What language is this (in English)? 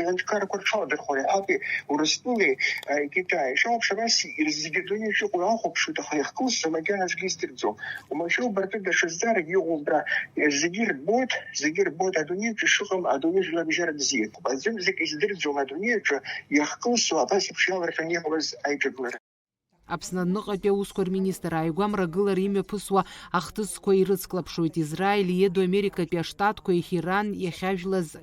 Abkhazian